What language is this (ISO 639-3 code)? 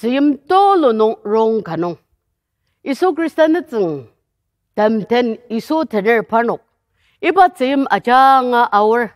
njo